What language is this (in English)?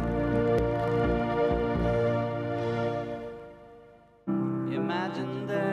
Norwegian